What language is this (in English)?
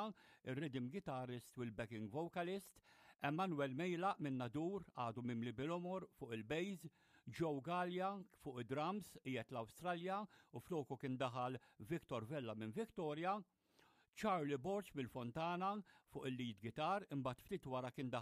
Maltese